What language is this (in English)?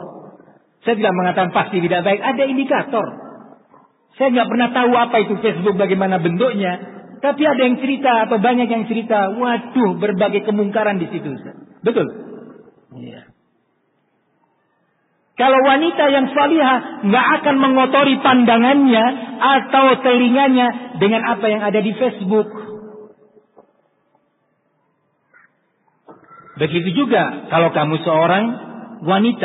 Indonesian